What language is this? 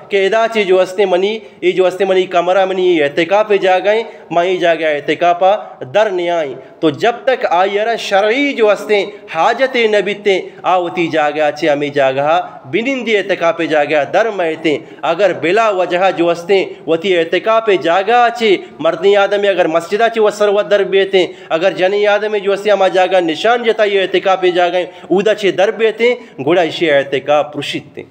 Eastern Balochi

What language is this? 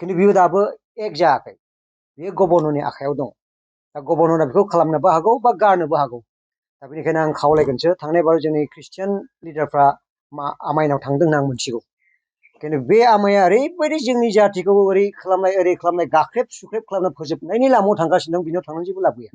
Bodo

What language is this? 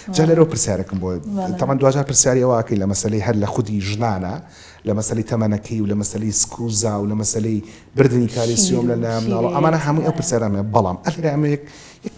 Central Kurdish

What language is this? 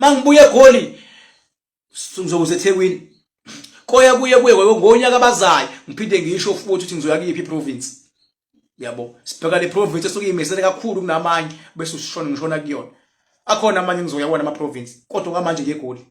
Zulu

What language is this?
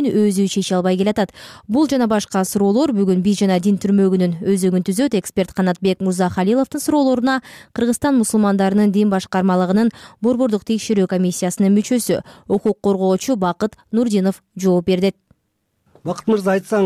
Kyrgyz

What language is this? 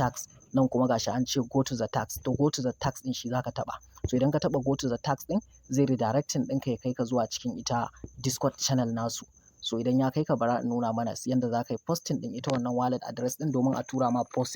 Hausa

